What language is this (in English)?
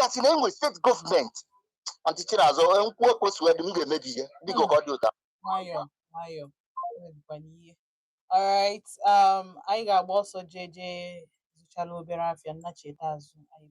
Igbo